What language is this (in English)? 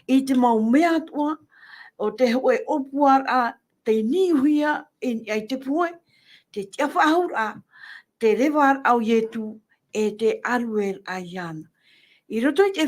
Tahitian